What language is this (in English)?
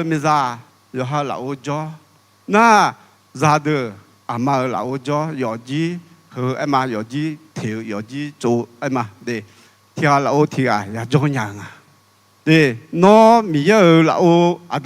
Akha